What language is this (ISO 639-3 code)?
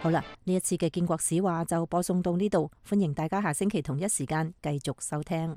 yue